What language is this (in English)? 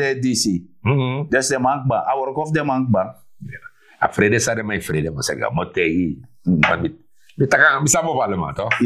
Sranan Tongo